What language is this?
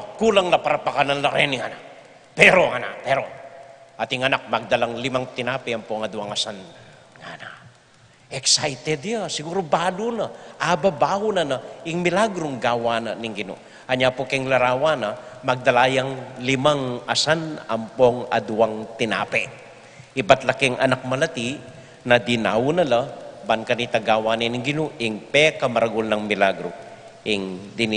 Pampanga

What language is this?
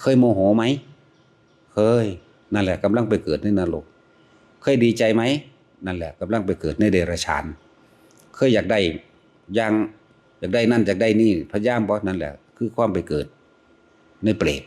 Northeastern Thai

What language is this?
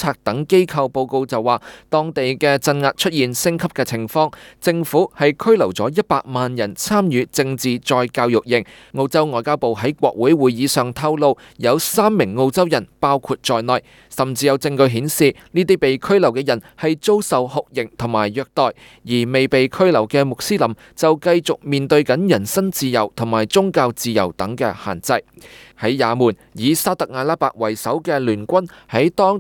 Cantonese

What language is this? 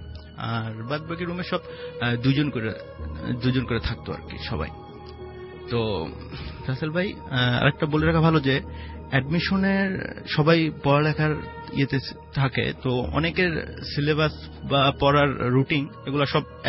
Bangla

